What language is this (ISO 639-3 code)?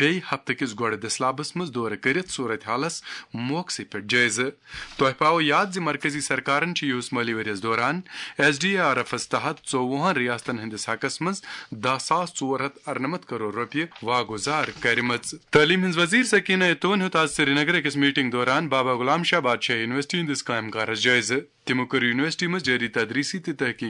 kas